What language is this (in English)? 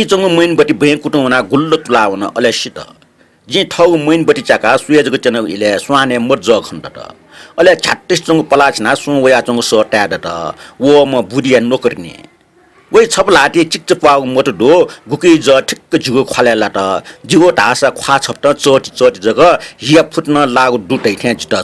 Newari